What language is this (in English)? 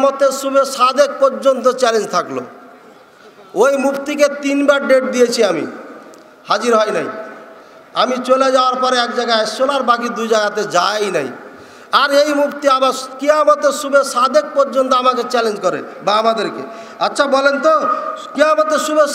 Bangla